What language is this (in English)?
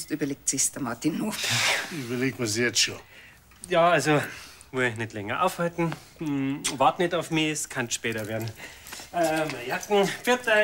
Bavarian